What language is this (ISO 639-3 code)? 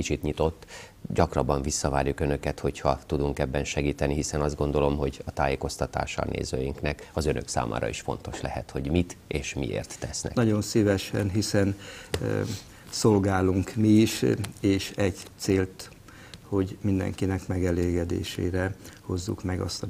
hun